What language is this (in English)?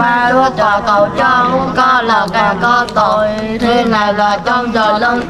Vietnamese